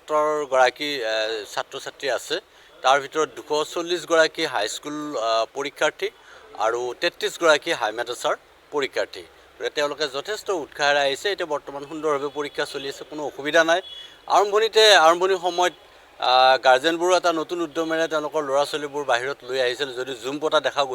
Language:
Assamese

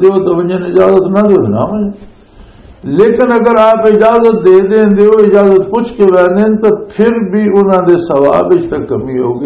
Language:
Western Panjabi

